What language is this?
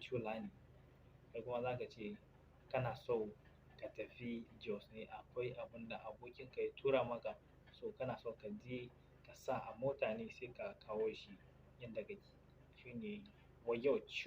Hausa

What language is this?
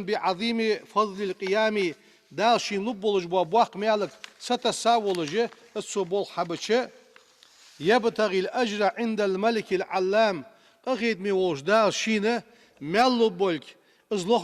Ingush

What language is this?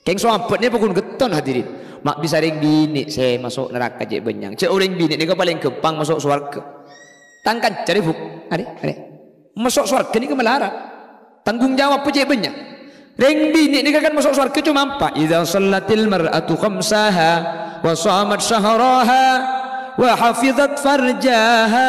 Madurese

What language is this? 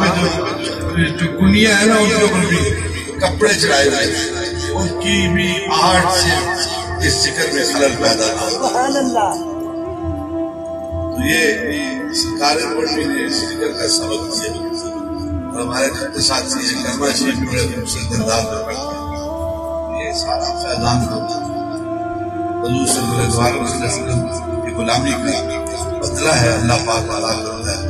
Urdu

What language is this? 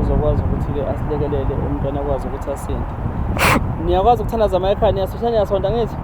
Zulu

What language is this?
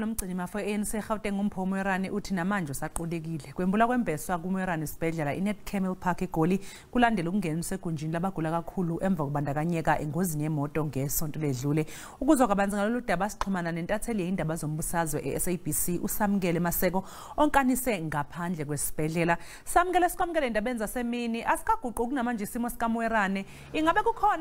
Zulu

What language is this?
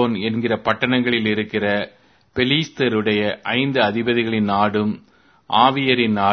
Tamil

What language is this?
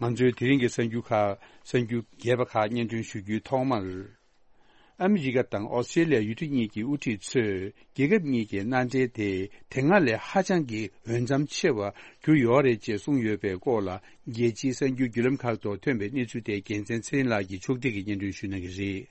Tibetan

